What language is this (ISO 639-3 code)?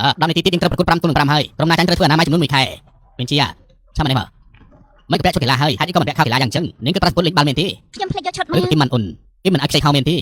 khm